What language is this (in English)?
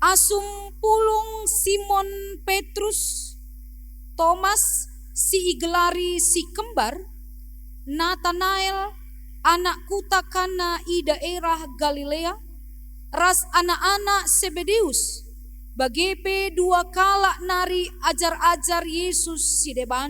Batak Karo